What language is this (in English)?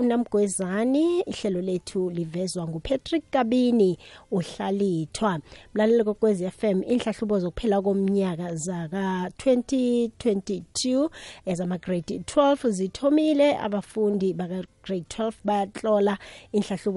South Ndebele